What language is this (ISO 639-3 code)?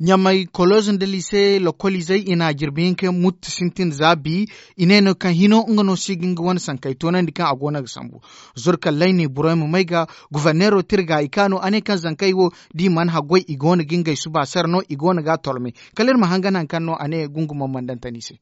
dje